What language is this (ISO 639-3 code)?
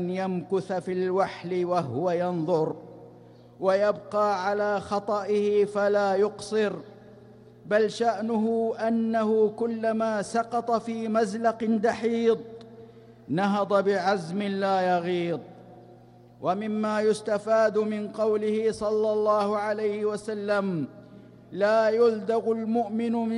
ara